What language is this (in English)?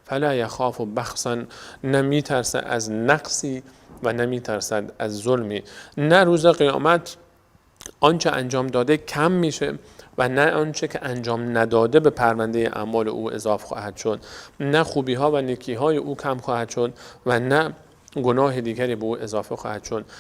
Persian